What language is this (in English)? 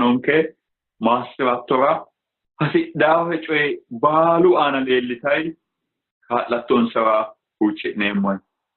Sidamo